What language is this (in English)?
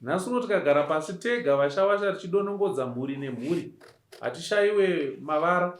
Shona